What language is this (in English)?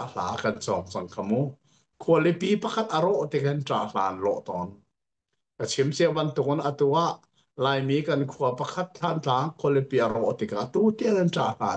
Hakha Chin